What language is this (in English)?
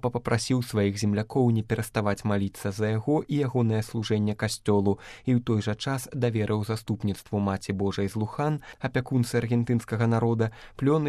Belarusian